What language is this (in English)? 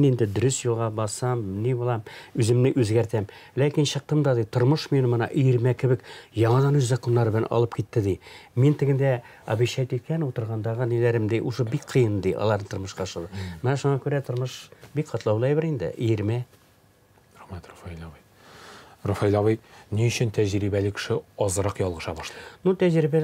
Tatar